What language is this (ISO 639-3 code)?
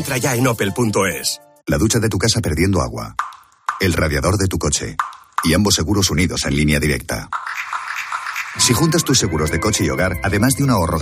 spa